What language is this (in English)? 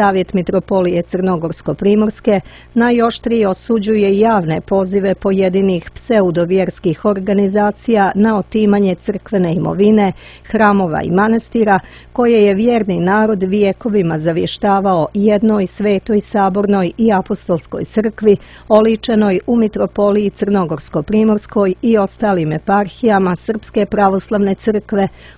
Serbian